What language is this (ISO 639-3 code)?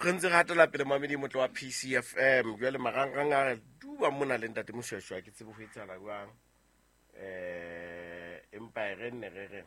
sot